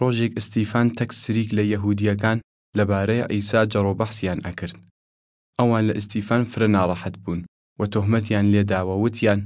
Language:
Southern Kurdish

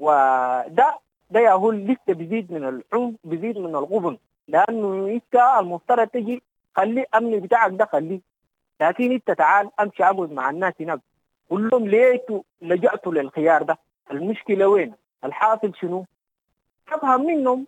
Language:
Sudanese Arabic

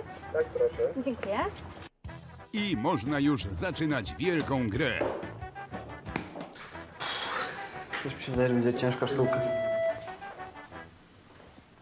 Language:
Polish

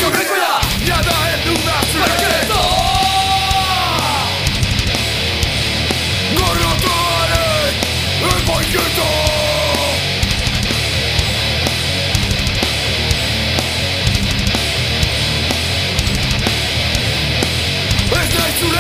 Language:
Basque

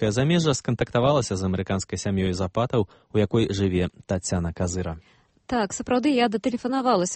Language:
Belarusian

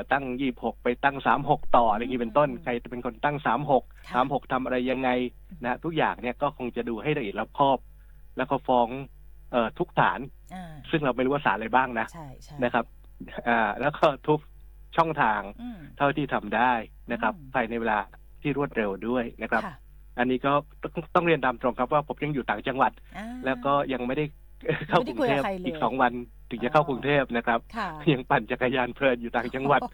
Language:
Thai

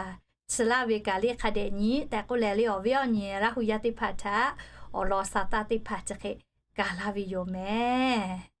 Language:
Lahu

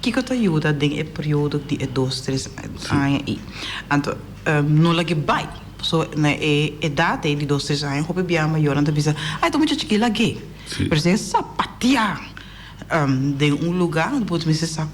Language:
Papiamento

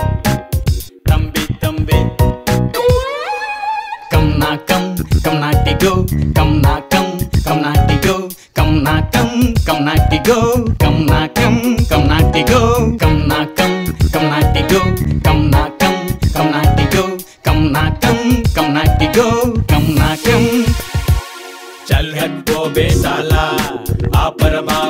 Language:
Telugu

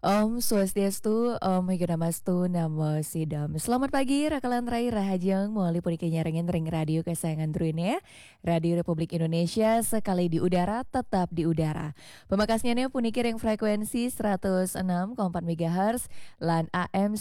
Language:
Balinese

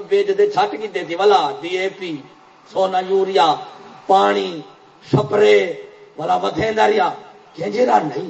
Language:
Saraiki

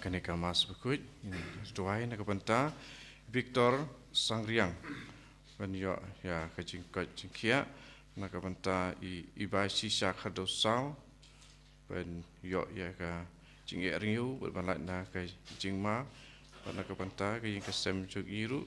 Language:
Khasi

